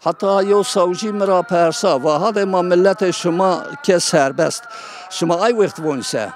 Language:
Zaza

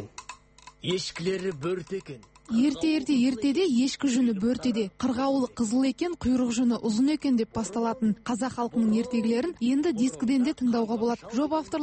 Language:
Kazakh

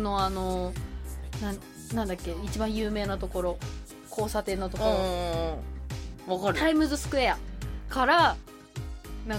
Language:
Japanese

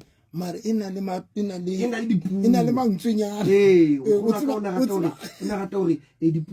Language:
Southern Sotho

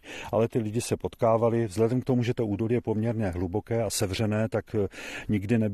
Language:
Czech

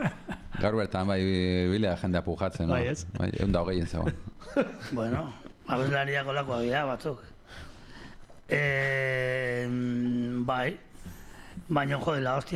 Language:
Basque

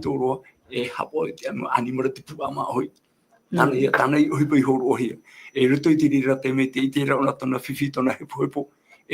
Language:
Tahitian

